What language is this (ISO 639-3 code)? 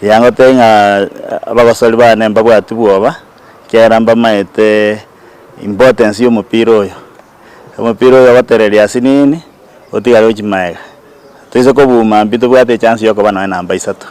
guz